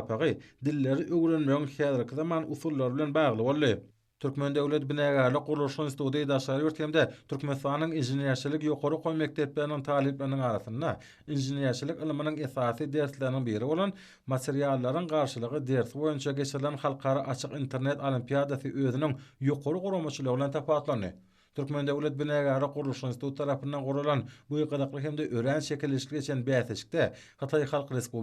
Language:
Turkmen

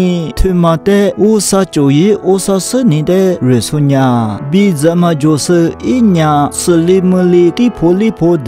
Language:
Lisu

